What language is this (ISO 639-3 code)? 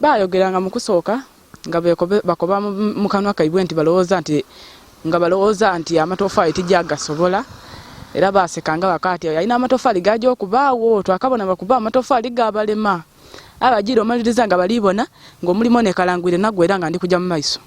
lug